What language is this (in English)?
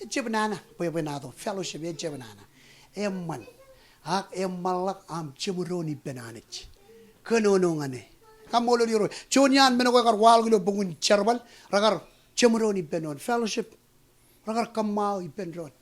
Marshallese